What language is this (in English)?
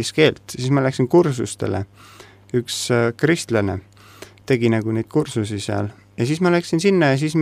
Estonian